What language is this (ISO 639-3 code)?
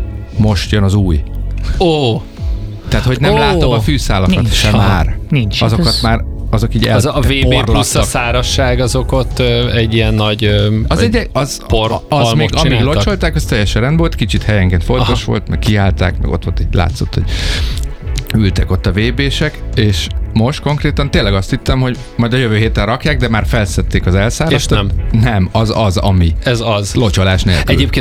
hun